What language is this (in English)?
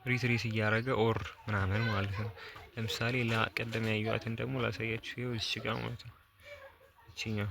Amharic